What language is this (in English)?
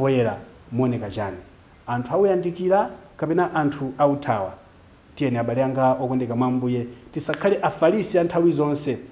Nyanja